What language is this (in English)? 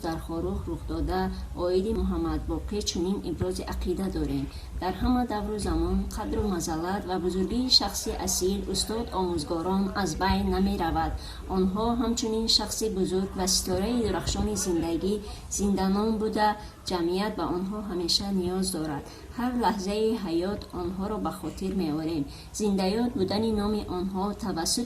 Tajik